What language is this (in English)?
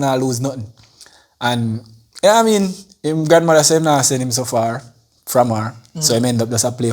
Jamaican Creole English